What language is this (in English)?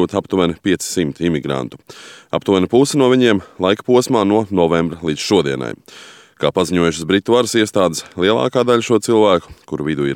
Latvian